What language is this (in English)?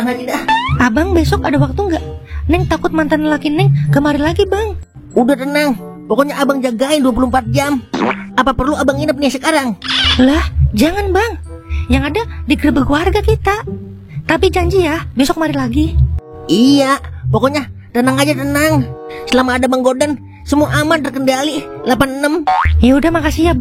Betawi